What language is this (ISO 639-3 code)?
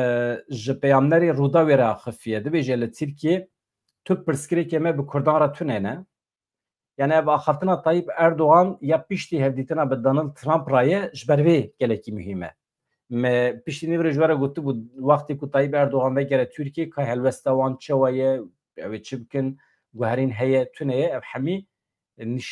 kur